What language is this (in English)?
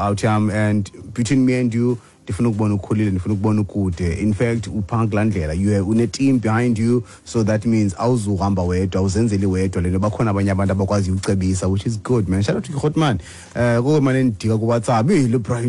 Xhosa